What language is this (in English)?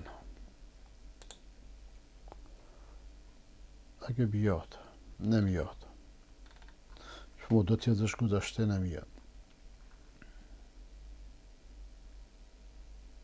Persian